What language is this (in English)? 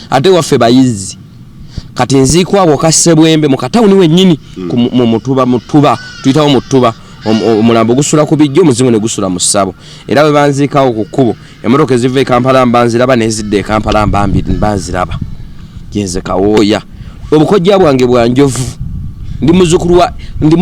Ganda